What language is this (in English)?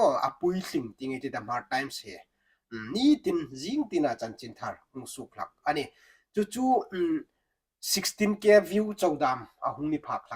Hmar